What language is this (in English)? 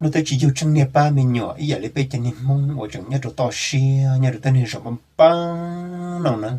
Hmong